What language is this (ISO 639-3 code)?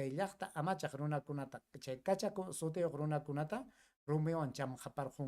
quy